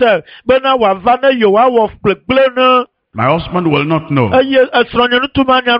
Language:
Ewe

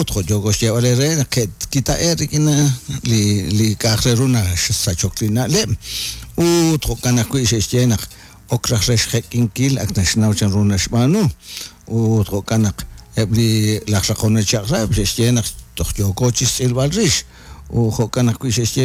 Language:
Kekchí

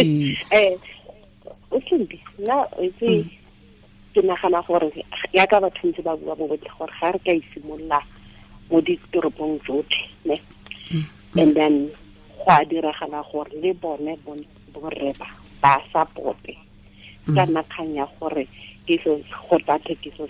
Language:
Tswana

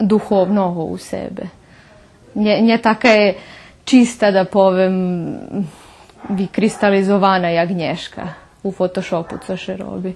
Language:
Rusyn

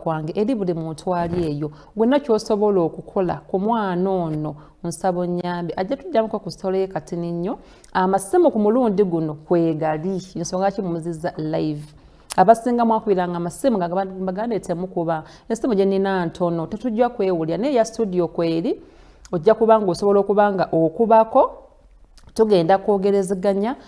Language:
Ganda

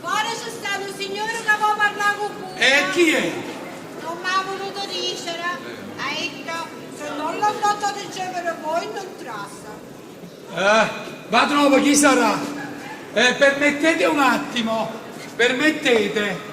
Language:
Neapolitan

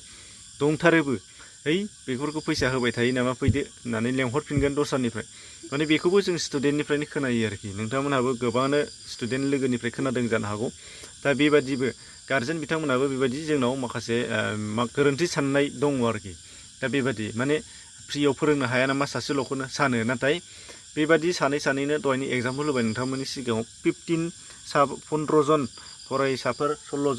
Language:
Bodo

